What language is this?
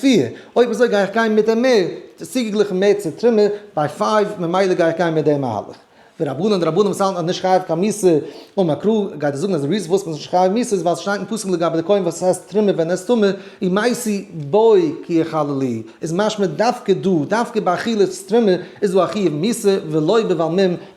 Yiddish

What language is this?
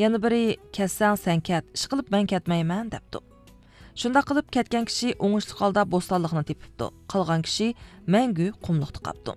Uyghur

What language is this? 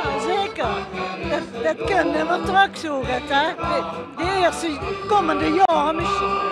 Limburgish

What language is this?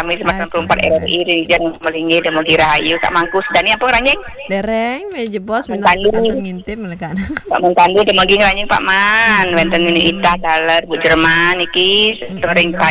Balinese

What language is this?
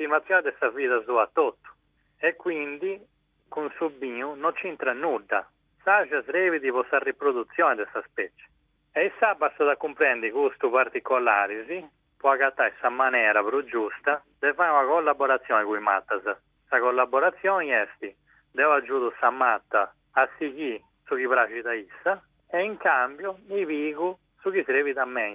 Sardinian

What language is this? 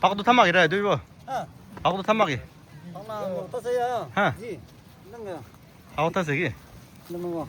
Maram Naga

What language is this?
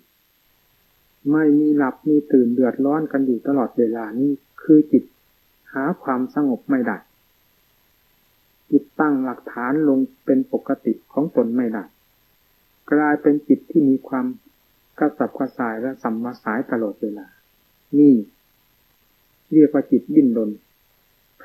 Thai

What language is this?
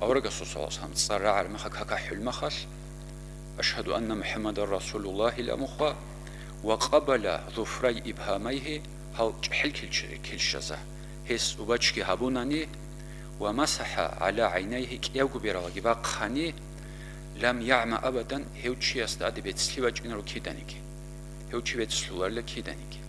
Avaric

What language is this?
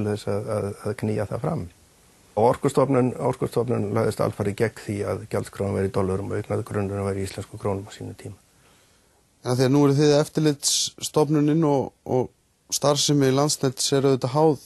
Icelandic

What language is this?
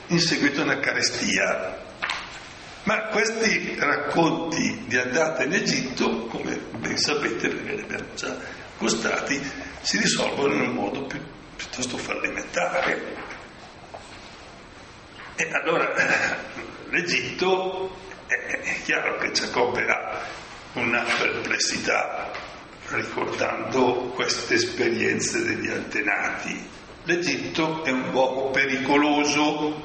Italian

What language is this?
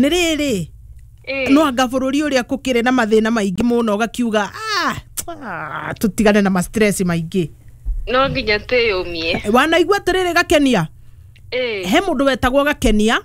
Kikuyu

